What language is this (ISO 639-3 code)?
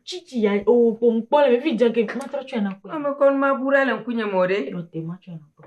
ewe